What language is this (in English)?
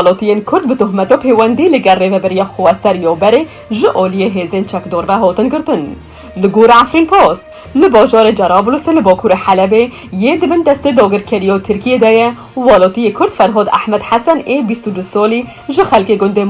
Kurdish